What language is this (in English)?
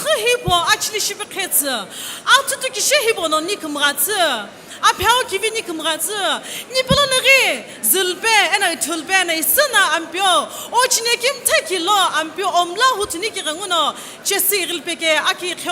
Sumi Naga